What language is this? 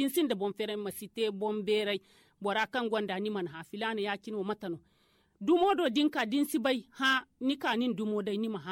Zarma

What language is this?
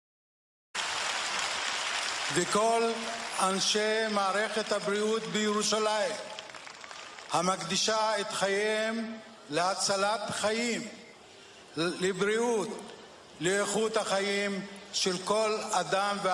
Hebrew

